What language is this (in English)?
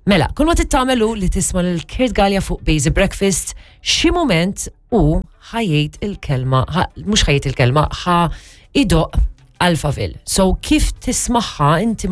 Maltese